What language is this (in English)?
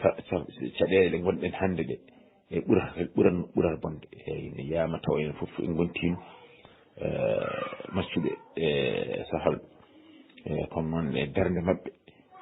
Fula